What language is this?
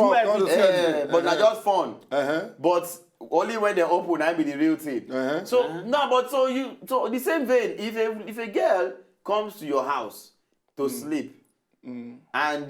Nigerian Pidgin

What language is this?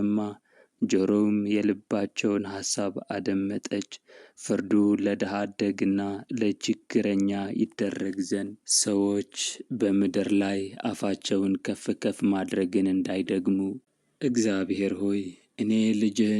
Amharic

